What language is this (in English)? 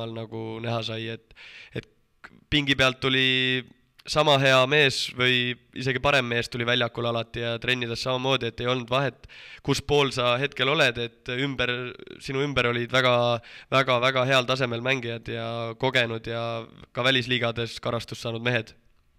Estonian